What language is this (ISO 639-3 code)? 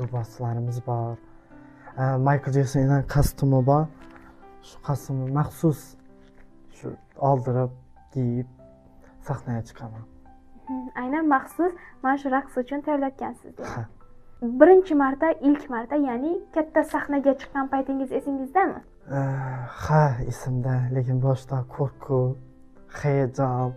uzb